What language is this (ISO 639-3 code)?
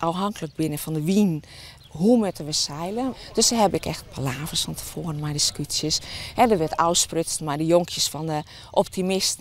fry